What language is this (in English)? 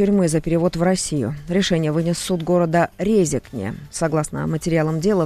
Russian